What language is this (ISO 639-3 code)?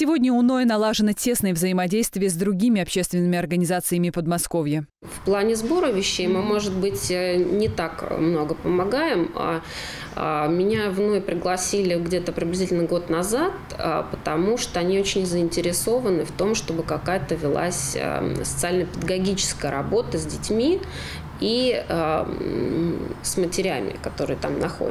rus